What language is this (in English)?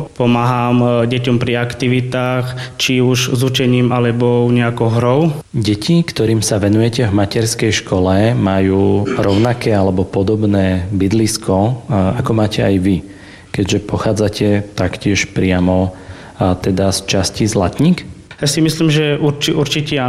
Slovak